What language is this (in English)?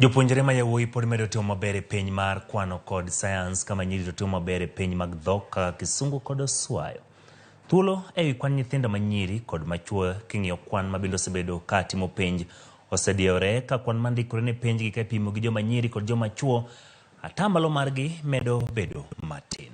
Luo (Kenya and Tanzania)